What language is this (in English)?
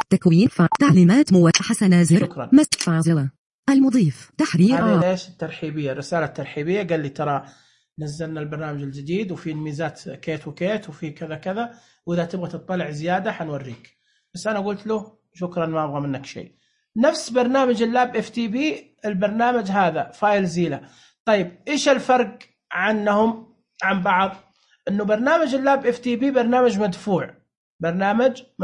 Najdi Arabic